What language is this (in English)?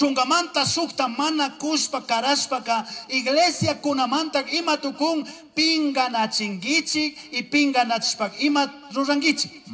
Chimborazo Highland Quichua